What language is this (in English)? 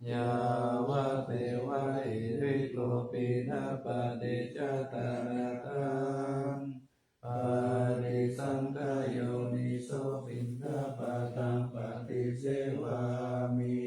Pali